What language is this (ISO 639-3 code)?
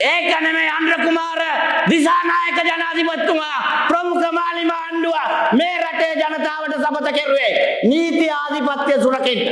sin